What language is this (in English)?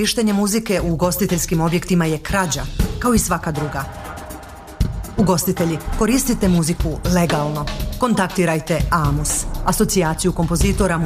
Bosnian